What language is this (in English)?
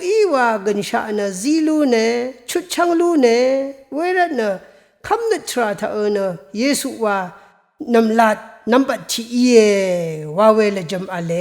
Rawang